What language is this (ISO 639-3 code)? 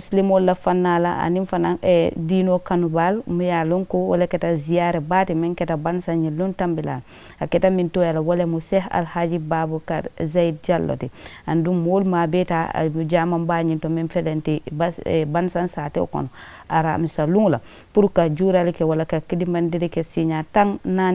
man